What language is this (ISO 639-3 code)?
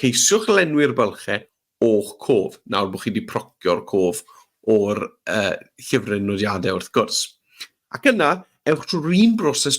cym